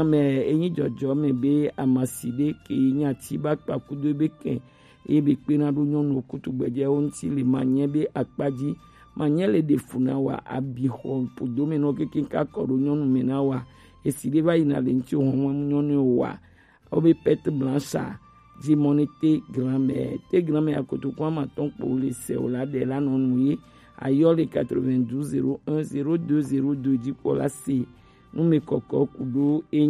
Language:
Gen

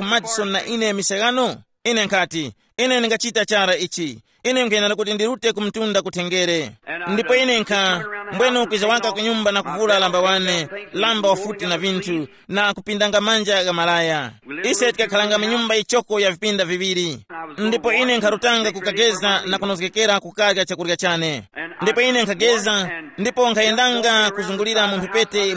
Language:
Tumbuka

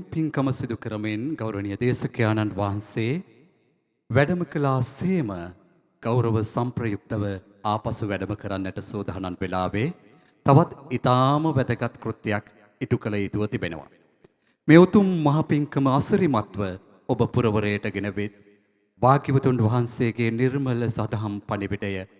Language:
Sinhala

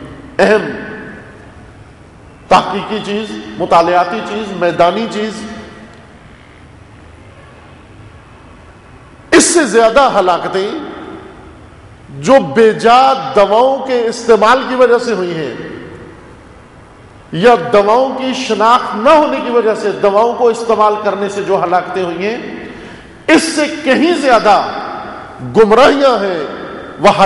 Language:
Urdu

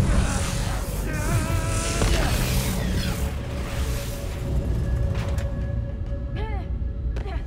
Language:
Portuguese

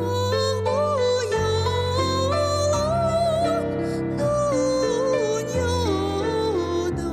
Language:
Crimean Tatar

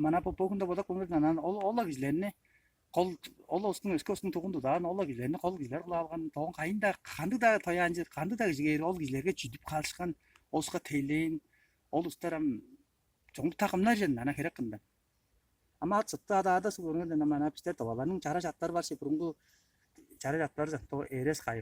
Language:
Tuvinian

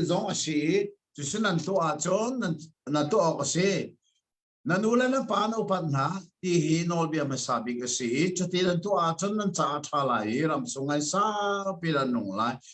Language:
Hakha Chin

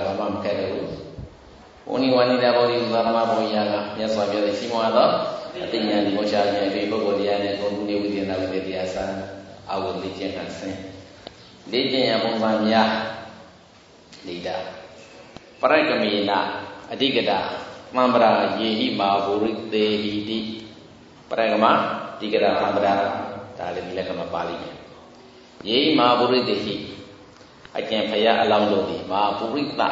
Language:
Burmese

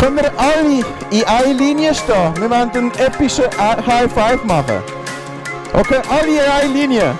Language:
Swiss German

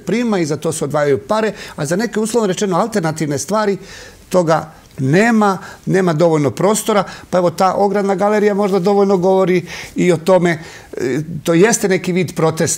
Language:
Serbian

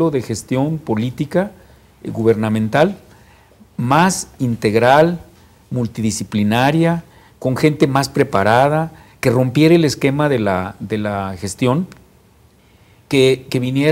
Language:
Spanish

